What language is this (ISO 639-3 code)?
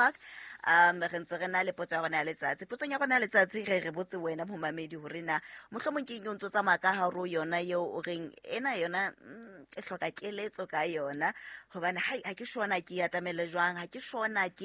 sot